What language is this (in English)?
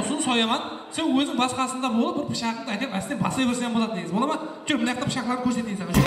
Kara-Kalpak